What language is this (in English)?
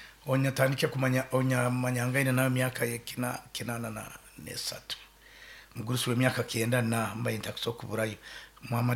Nyoro